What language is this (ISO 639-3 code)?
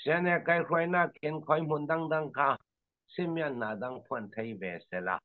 cfm